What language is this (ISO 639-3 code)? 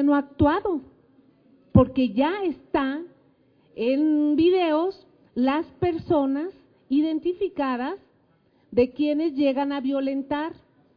spa